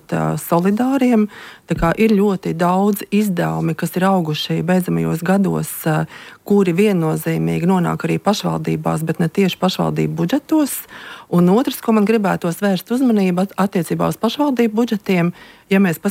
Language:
Latvian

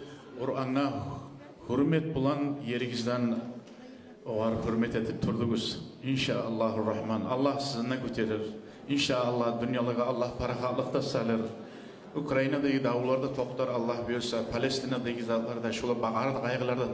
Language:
Kumyk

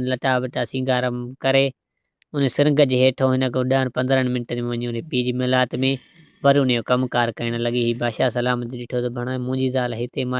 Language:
Sindhi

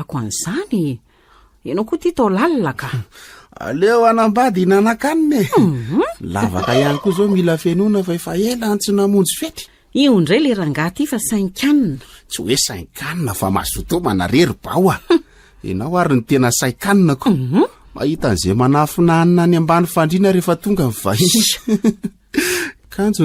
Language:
Malagasy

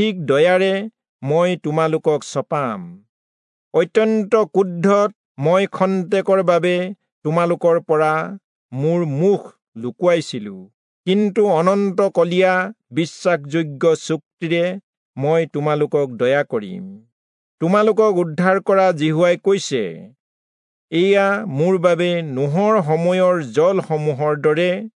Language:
Assamese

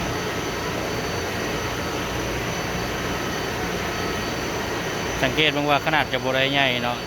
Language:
Lao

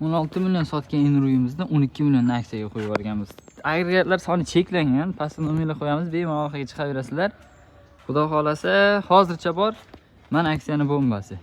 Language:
Uzbek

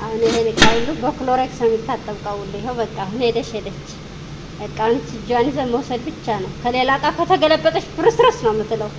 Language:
Amharic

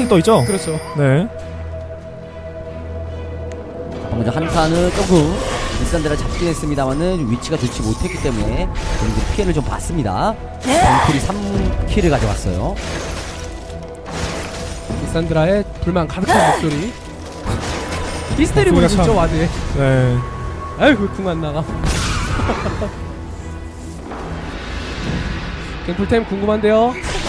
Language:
Korean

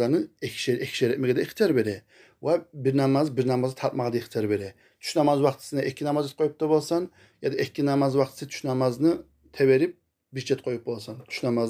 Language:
Kumyk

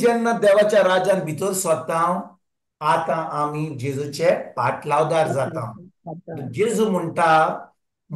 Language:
Konkani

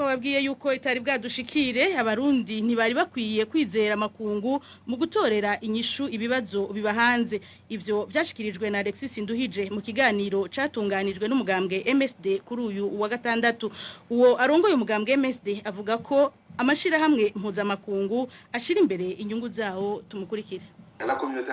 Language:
Rundi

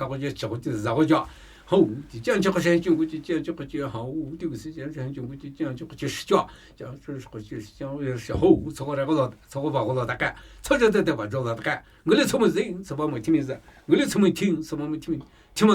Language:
Namuyi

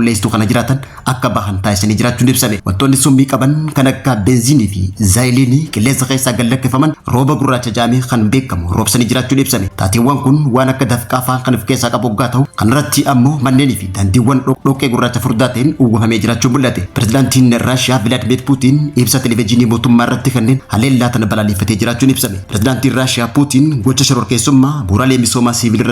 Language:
Oromo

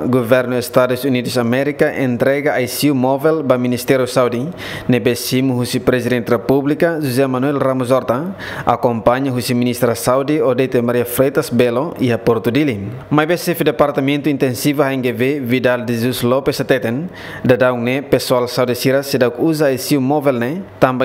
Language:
Tetum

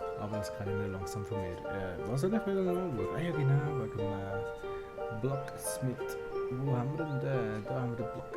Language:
Swiss German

